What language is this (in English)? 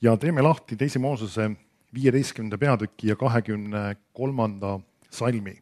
Estonian